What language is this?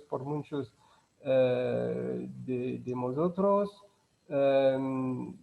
Ladino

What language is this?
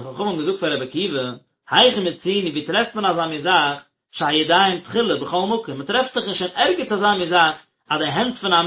Yiddish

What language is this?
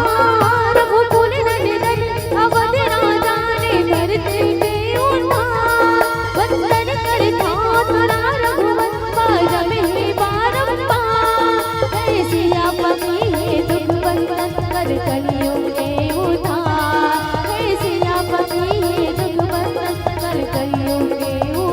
Chhattisgarhi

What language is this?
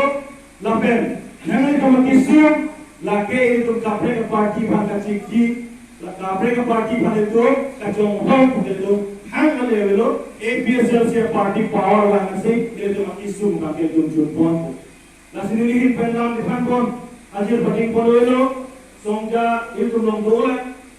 Karbi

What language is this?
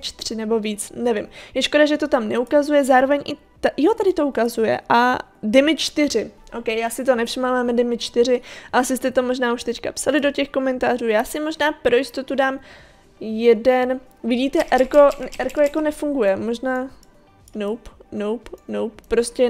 Czech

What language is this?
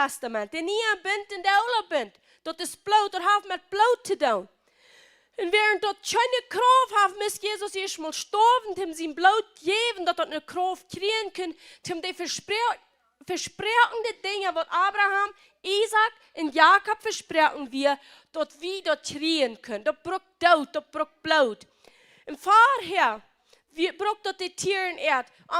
Plautdietsch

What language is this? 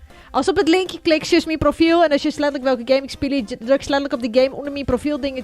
Western Frisian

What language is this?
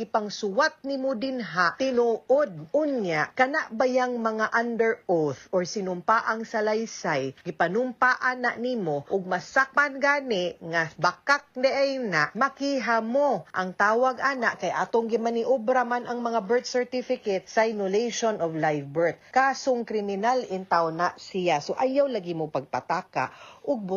Cebuano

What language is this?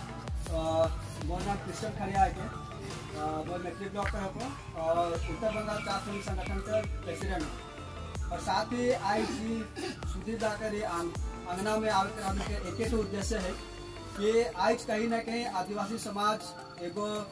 Sadri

